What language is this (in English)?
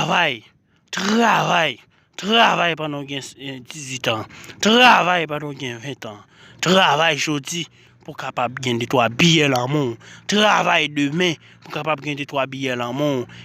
Haitian Creole